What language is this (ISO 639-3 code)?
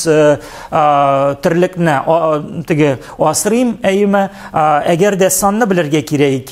tat